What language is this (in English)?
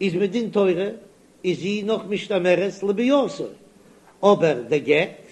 Yiddish